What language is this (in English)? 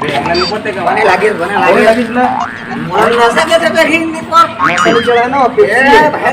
Chhattisgarhi